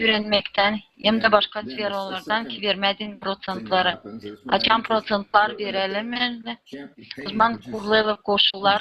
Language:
Gagauz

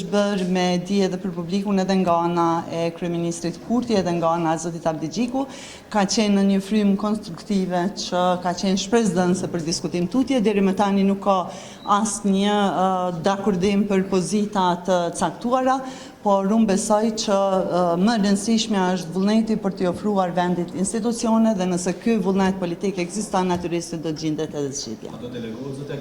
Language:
Albanian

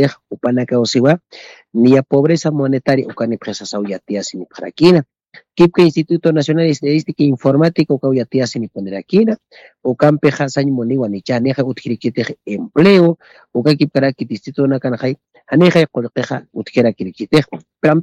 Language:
Aymara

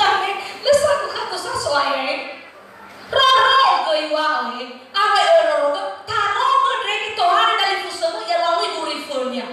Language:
Nias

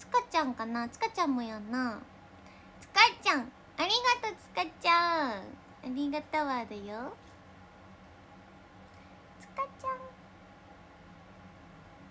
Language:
Japanese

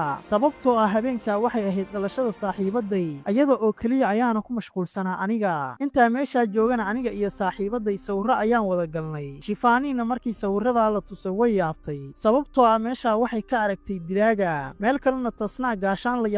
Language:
Somali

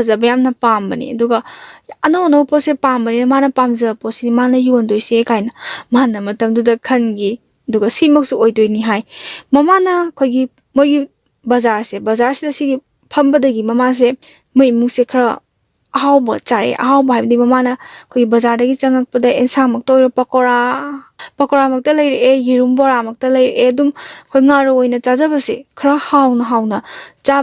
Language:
Manipuri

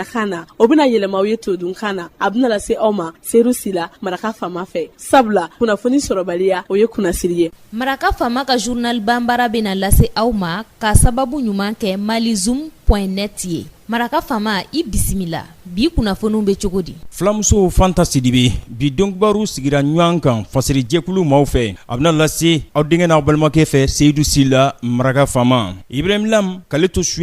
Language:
Bambara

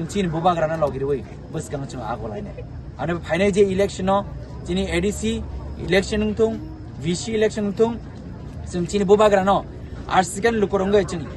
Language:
Kok Borok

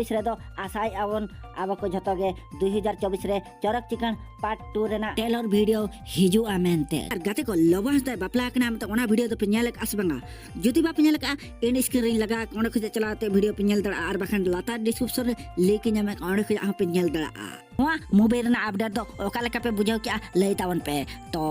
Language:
Santali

